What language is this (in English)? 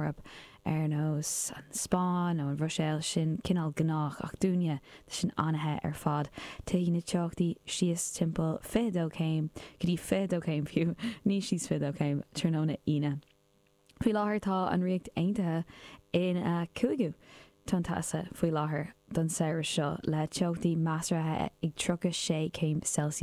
Irish